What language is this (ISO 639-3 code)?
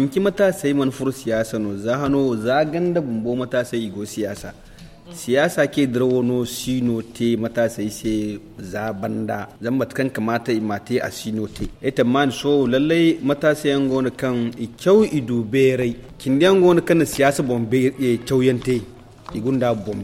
dje